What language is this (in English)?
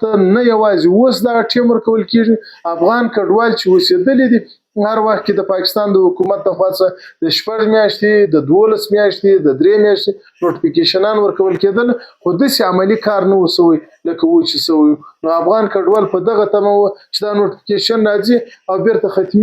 Pashto